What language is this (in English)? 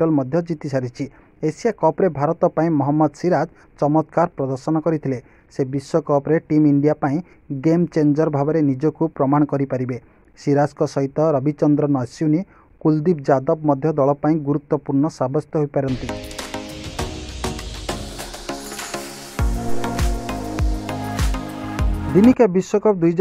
Odia